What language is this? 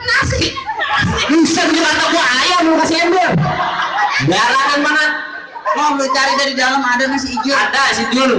Betawi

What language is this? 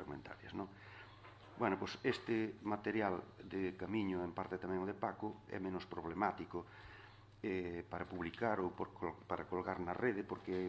Galician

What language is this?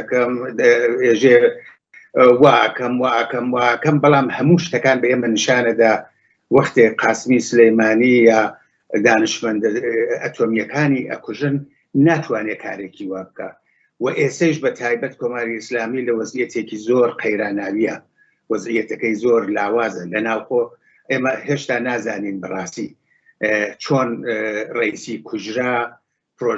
Central Kurdish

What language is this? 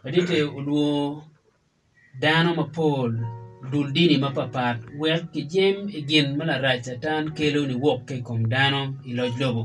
Acoli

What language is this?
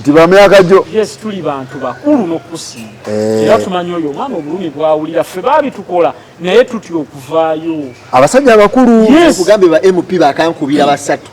Ganda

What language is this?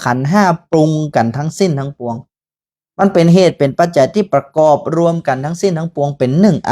Northern Thai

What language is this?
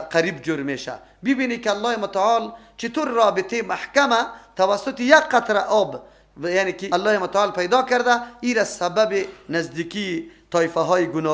Persian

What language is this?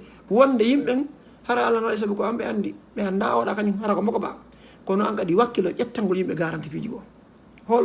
Fula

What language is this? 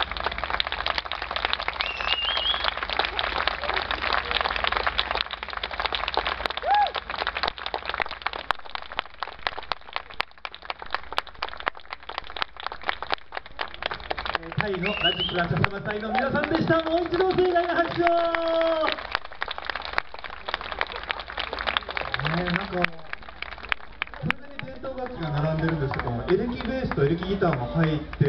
Japanese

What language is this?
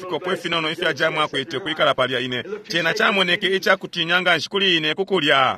Bemba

